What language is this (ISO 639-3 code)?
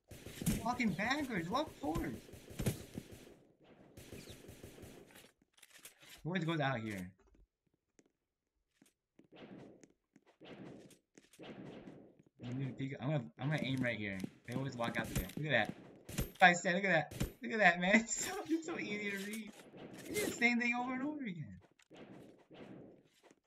eng